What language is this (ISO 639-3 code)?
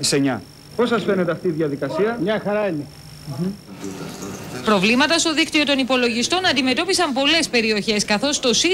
ell